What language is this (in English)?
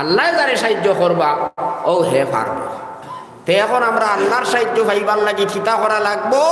Sylheti